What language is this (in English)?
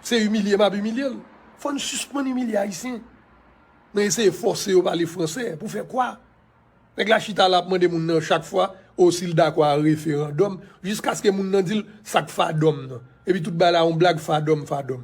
Haitian Creole